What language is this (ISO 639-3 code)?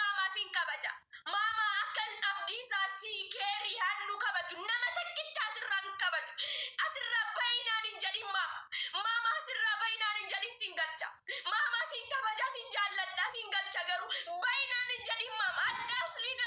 orm